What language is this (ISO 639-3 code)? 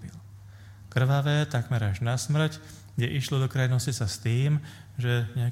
slk